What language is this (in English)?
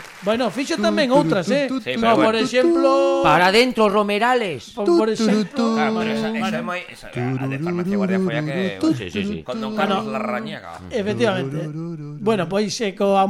Galician